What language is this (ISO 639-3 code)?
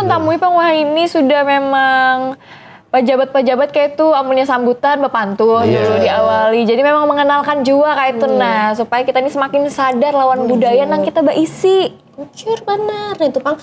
bjn